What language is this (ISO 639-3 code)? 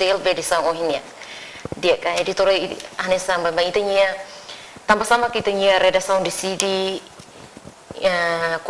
tet